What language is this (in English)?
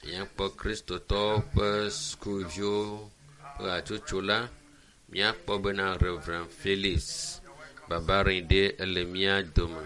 Ewe